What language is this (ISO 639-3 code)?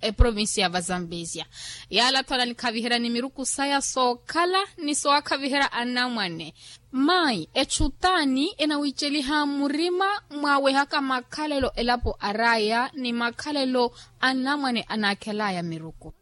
vmw